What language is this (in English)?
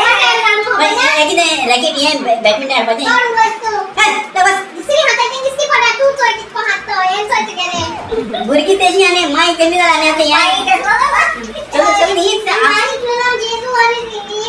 Konkani